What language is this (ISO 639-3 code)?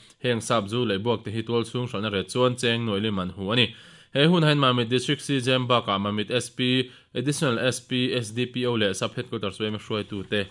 lus